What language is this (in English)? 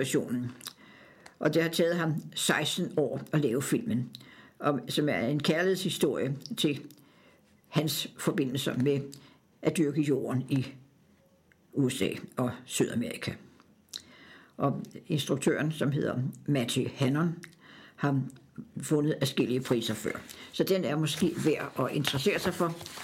Danish